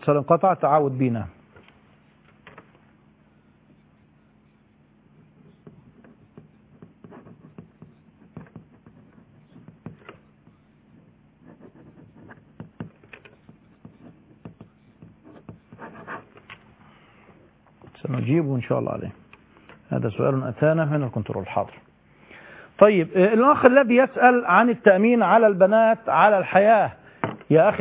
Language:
Arabic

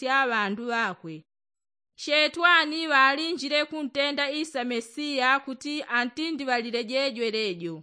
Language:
Yao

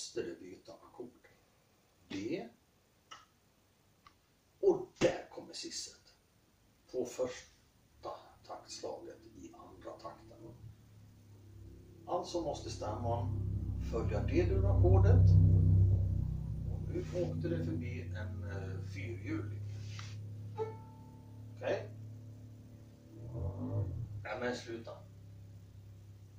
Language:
Swedish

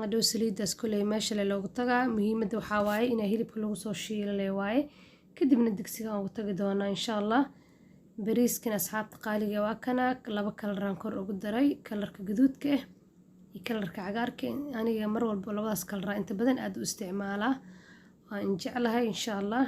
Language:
Somali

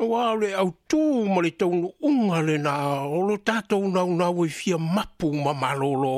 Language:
Samoan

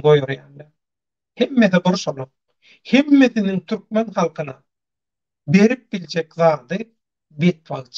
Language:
Turkmen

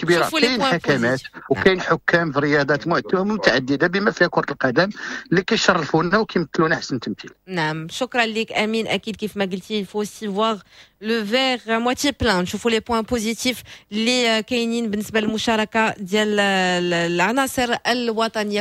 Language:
Moroccan Arabic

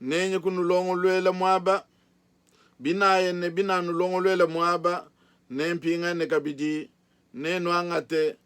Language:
Luba-Lulua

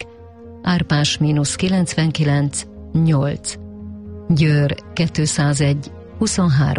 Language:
Hungarian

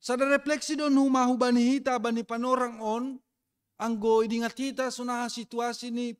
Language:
Batak Simalungun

